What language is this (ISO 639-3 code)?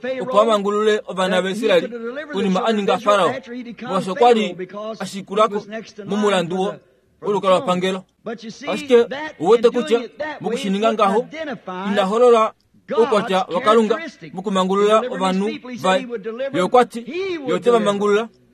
kua